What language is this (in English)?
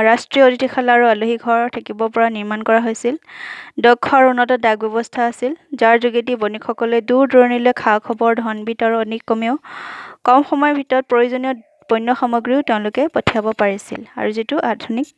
Assamese